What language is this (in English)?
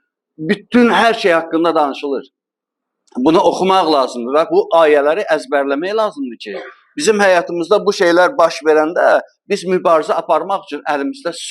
Azerbaijani